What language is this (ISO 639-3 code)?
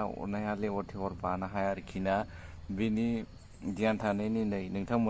brx